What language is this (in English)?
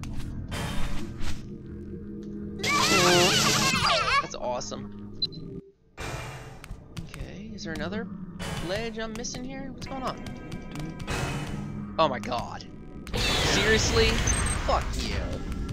English